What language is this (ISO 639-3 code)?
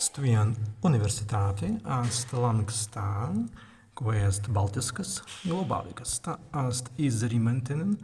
prg